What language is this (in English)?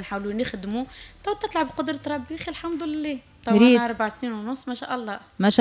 Tunisian Arabic